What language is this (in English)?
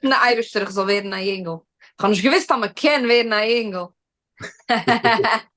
Yiddish